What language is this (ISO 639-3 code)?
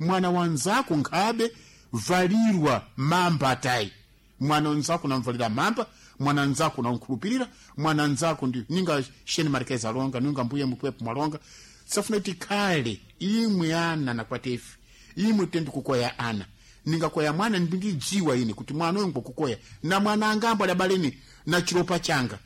seh